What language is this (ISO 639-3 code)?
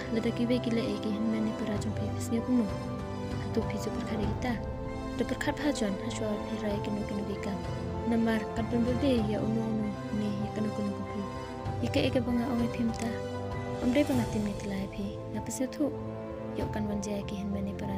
kha